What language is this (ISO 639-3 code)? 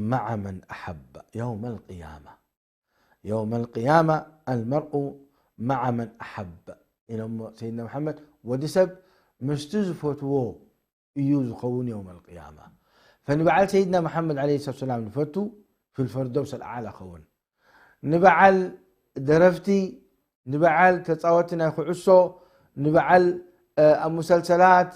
tir